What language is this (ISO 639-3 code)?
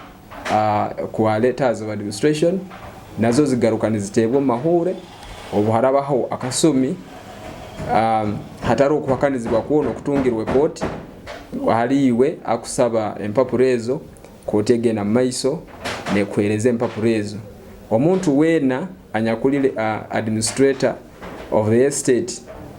nyo